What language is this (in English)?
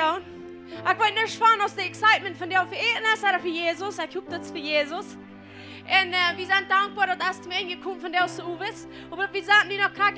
Plautdietsch